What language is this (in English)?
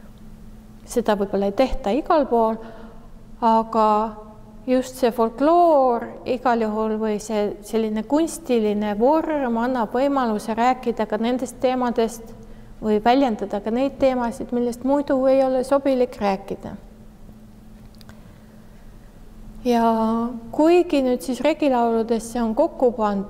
Estonian